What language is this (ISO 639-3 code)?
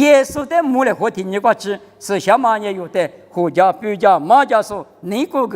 lis